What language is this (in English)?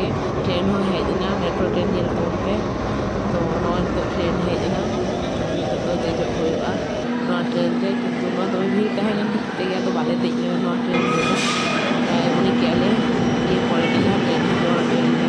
Santali